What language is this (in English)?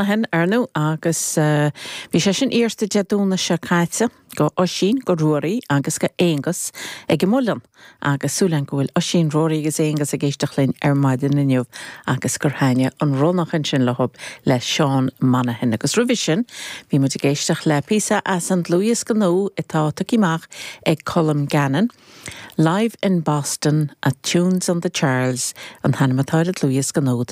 Irish